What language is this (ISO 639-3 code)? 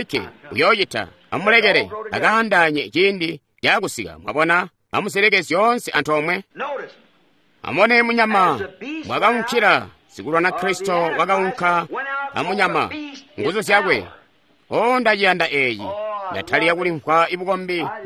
toi